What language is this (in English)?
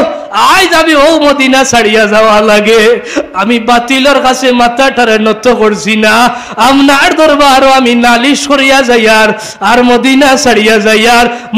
Sylheti